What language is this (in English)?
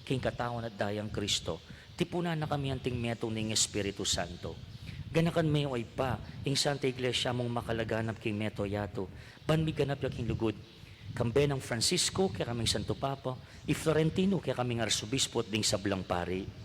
Pampanga